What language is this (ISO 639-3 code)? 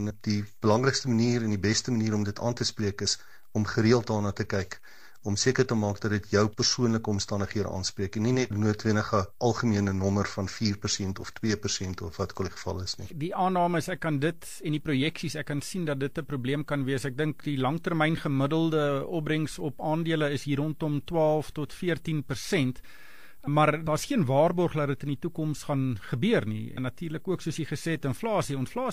afr